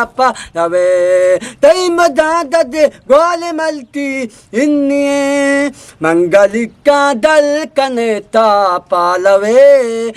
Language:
Eastern Balochi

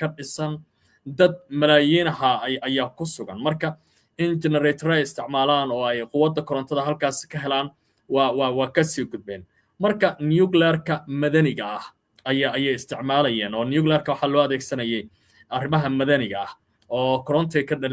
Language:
Somali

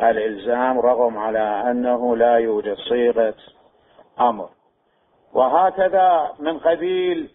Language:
Mesopotamian Arabic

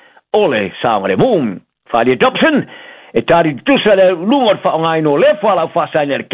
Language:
Samoan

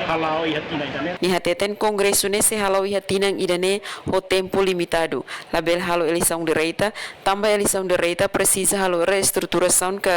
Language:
Tetum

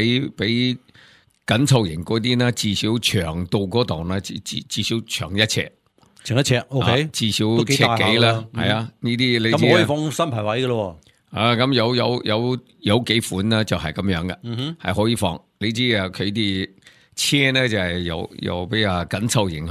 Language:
Cantonese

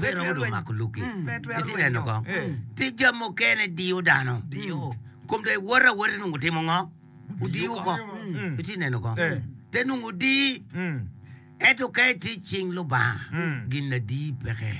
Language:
Acoli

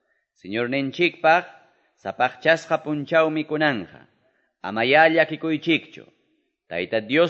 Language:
Quechua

